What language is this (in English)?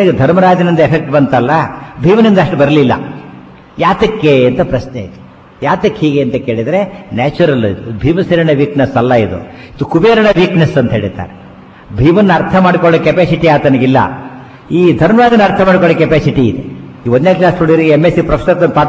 Kannada